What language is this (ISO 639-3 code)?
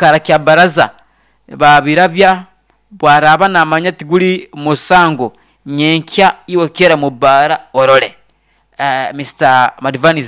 nyo